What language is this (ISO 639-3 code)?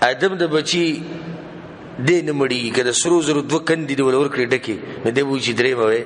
pus